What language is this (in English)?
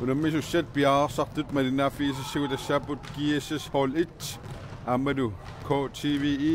Kalaallisut